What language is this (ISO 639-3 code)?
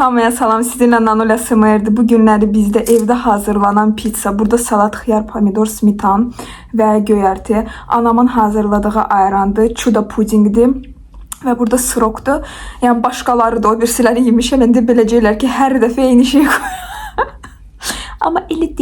aze